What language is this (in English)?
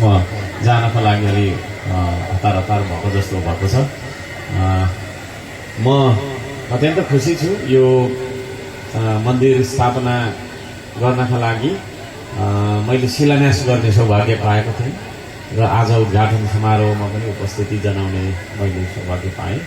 Nepali